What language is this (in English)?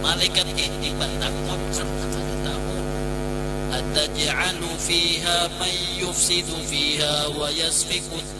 Banjar